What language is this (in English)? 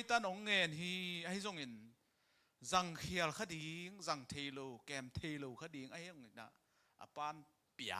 Tedim Chin